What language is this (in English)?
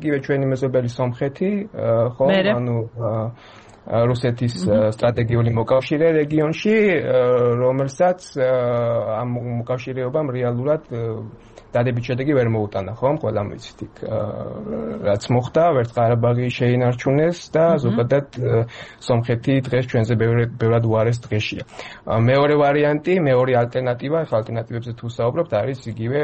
Georgian